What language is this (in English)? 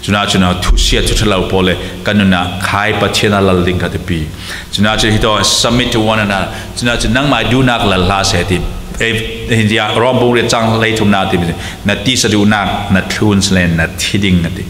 Falam Chin